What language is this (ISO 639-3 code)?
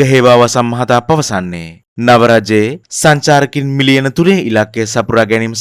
sin